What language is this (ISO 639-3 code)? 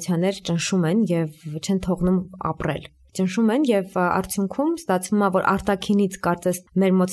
hye